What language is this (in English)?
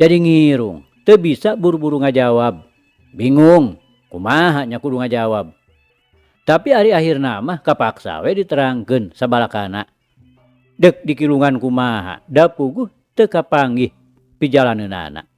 Sundanese